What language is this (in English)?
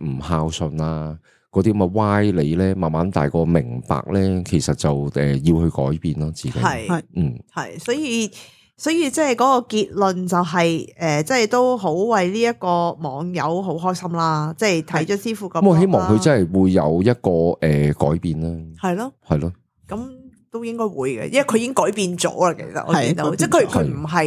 Cantonese